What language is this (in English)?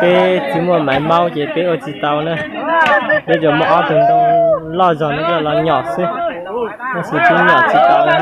Hmong